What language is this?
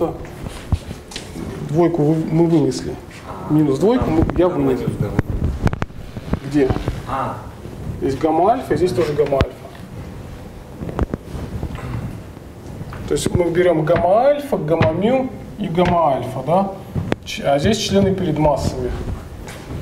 Russian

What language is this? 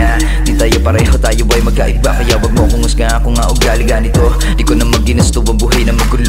Filipino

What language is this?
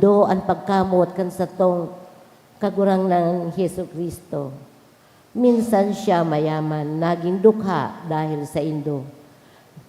Bikol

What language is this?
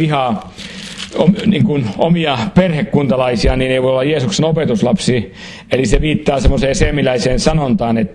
Finnish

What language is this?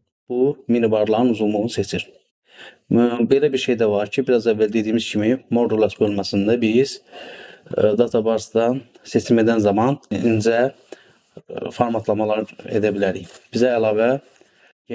Azerbaijani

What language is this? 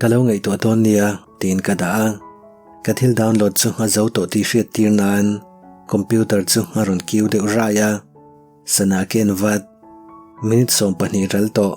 Mizo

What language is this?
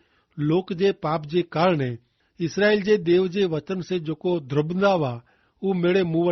Kachhi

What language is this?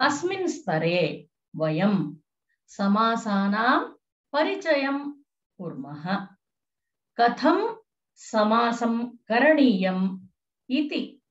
Sanskrit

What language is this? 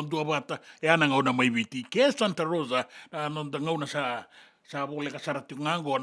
Fijian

